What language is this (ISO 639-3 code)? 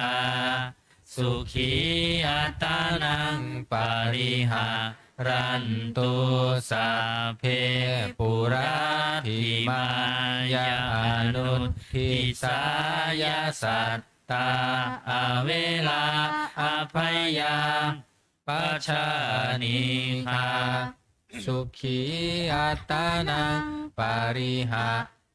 pli